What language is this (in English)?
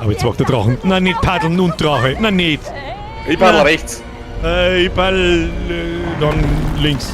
Bavarian